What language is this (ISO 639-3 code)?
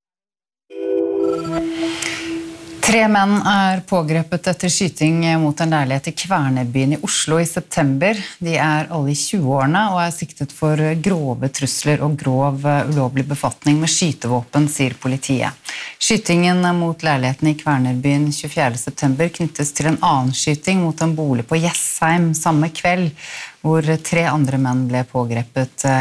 nor